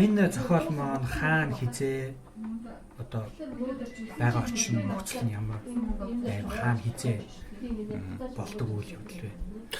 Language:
Mongolian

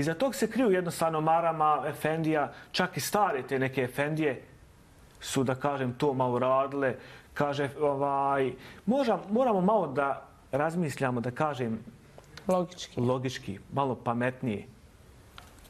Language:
Bosnian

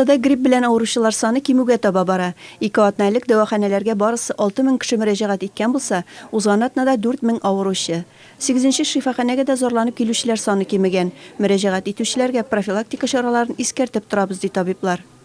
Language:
Tatar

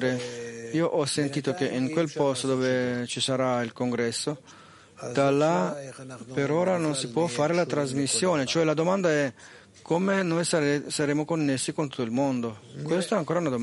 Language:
Italian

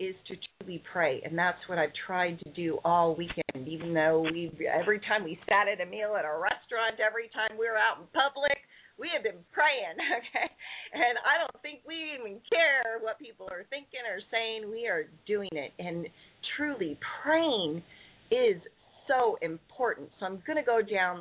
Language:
English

